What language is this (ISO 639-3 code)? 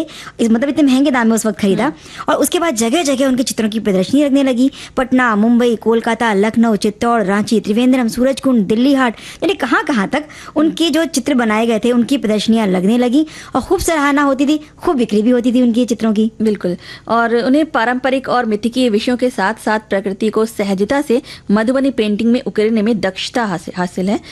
hin